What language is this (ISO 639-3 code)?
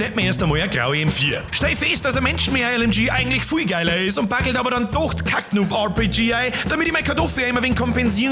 bar